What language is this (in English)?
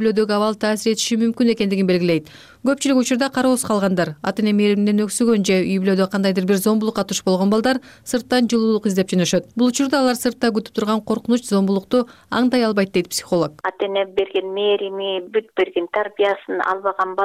Kyrgyz